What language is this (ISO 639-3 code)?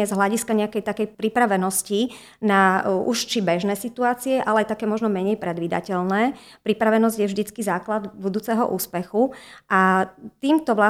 slk